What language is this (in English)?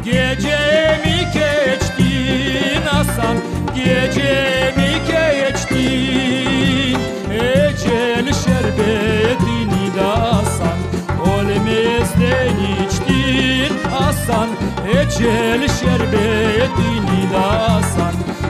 Crimean Tatar